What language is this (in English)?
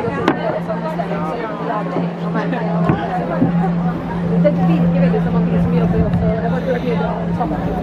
Norwegian